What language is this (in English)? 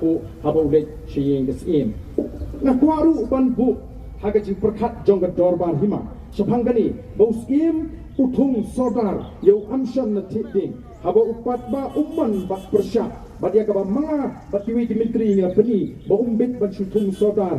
Khasi